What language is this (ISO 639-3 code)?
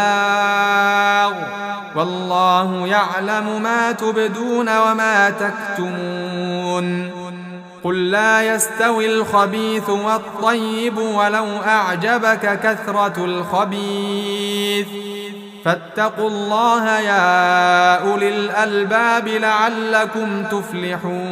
ara